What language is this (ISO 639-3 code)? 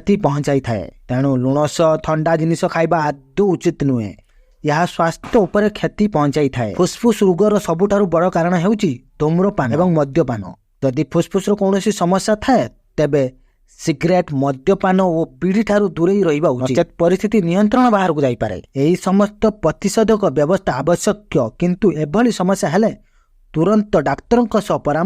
ori